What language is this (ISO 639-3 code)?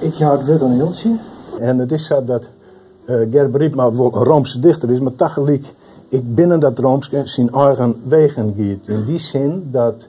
fry